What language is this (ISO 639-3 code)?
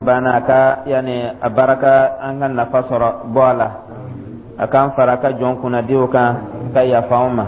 dyu